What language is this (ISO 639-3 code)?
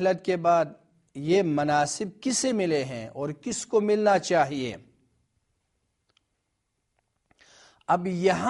urd